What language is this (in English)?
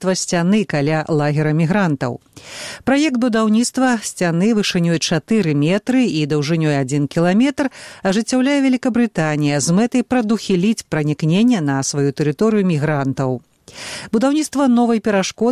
Belarusian